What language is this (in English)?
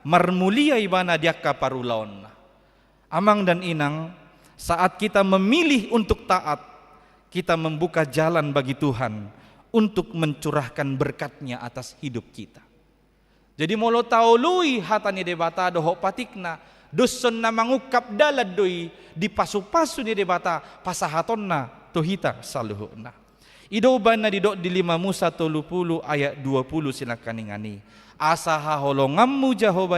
Batak Toba